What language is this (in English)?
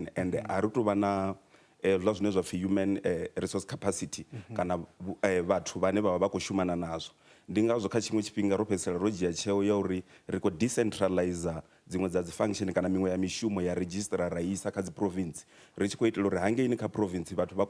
Venda